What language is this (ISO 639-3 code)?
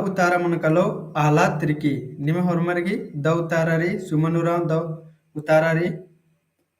kru